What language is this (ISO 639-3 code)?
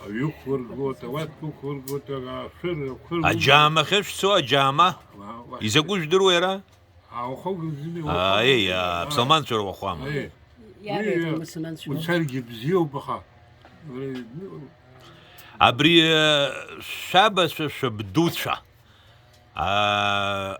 abk